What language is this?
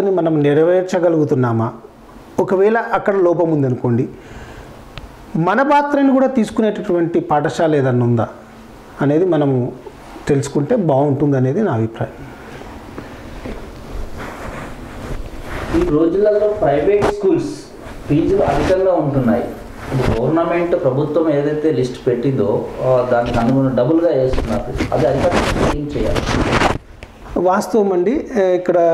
Telugu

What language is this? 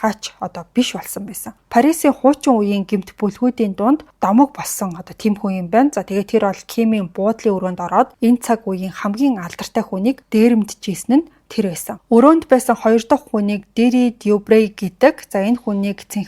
Mongolian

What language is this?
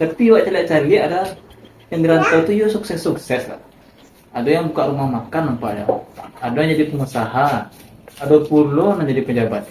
Minangkabau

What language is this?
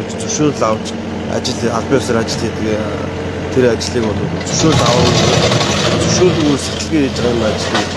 Mongolian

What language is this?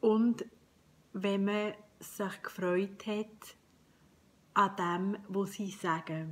Swiss German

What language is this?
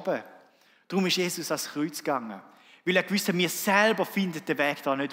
Swiss German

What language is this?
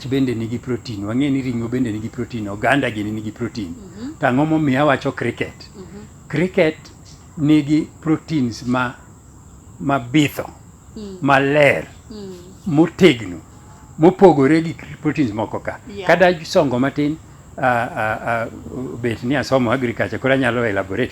Luo (Kenya and Tanzania)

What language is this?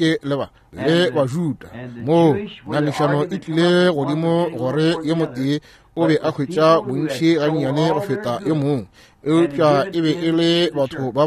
Northern Sotho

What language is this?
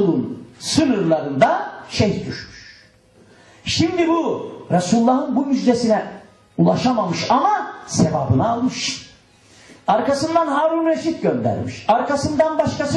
Turkish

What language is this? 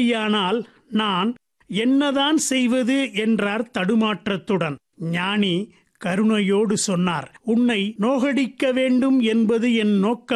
Tamil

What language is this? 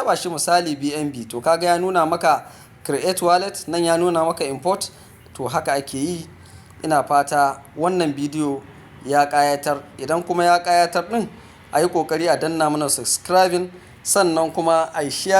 Hausa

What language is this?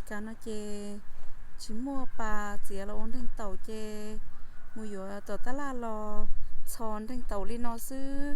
Hmong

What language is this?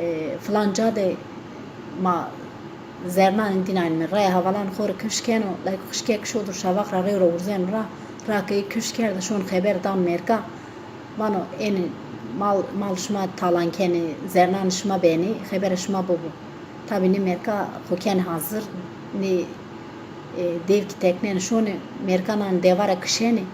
Zaza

